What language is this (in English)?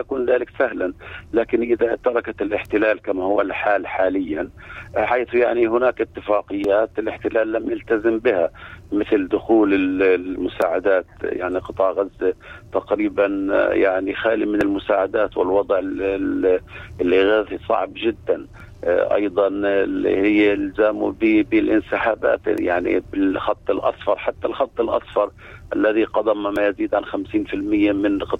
Arabic